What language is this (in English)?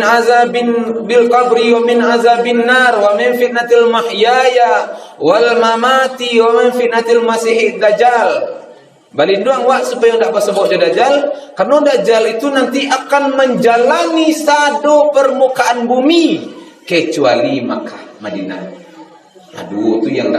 Minangkabau